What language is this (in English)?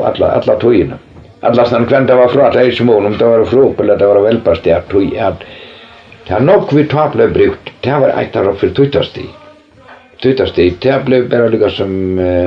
Faroese